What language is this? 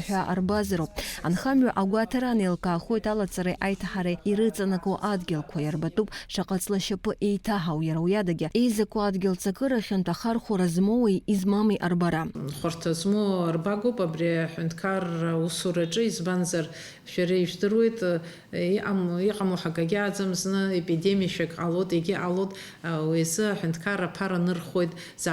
Abkhazian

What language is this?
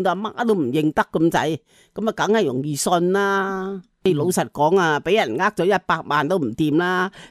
Cantonese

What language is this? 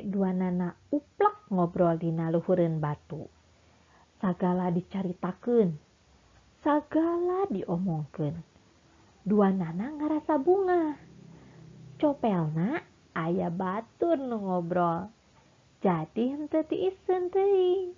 Sundanese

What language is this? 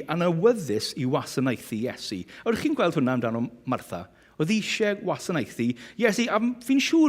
Welsh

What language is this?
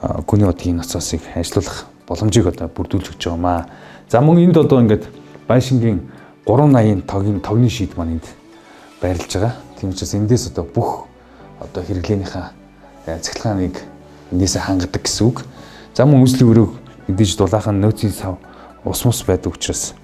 Mongolian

